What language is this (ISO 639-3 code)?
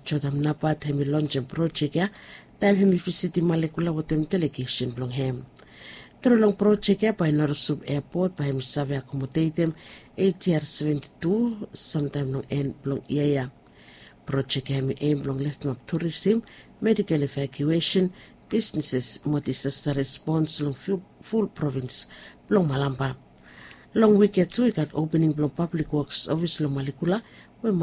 bis